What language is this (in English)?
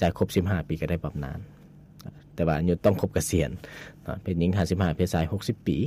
Lao